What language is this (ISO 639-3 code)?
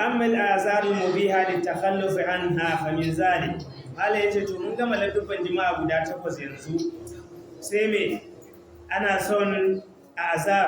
hau